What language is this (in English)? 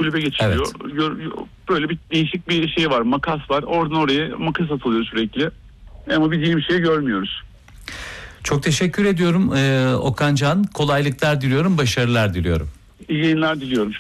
Turkish